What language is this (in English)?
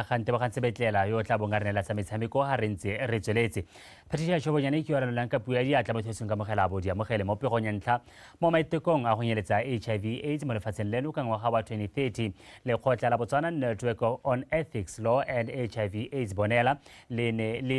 Tswana